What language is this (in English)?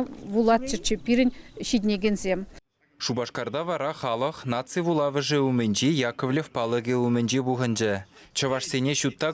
Chuvash